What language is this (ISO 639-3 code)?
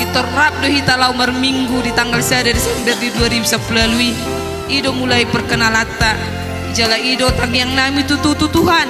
bbc